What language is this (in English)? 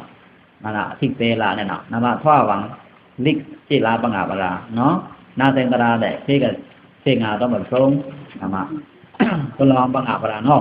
Pa'o Karen